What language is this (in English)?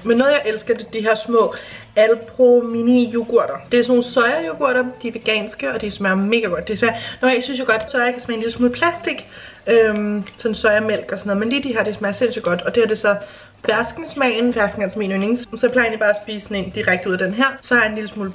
Danish